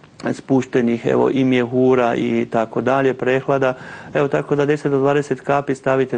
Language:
Croatian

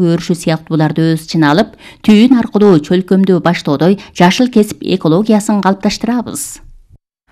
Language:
Kyrgyz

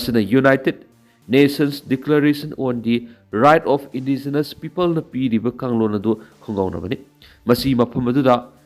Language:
Manipuri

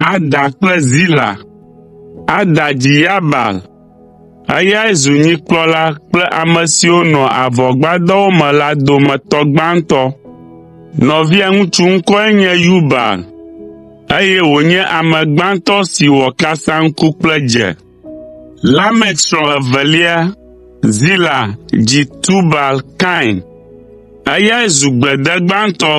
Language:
Ewe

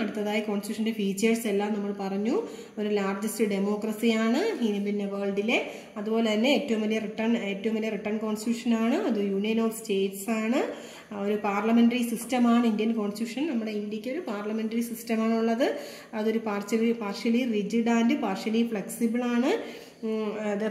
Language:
Malayalam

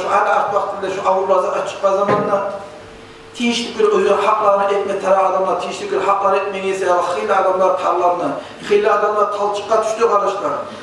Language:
Kumyk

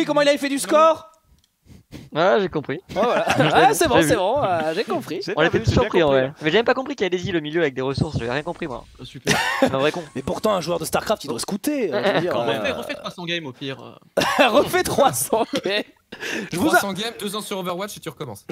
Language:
French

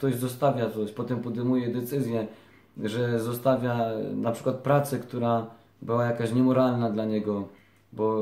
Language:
Polish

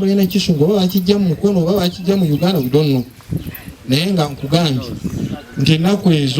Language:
Ganda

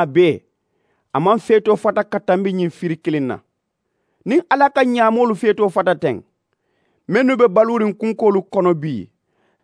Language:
Mandingo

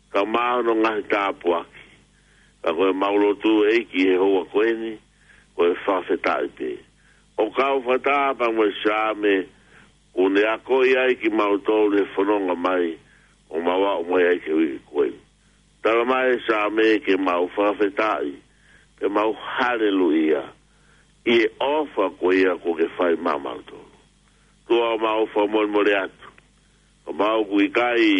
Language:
Tongan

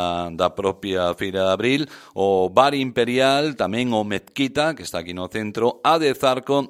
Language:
Galician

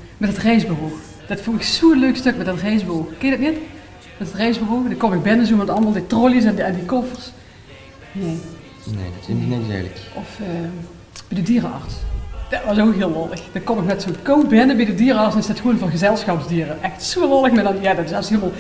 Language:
Limburgish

